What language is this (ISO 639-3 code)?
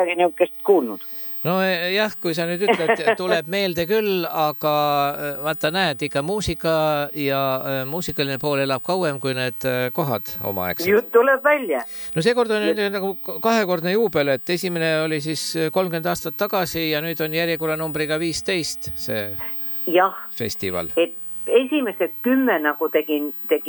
est